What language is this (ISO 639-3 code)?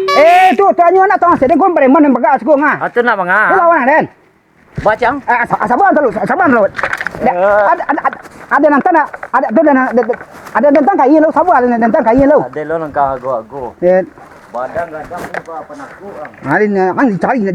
min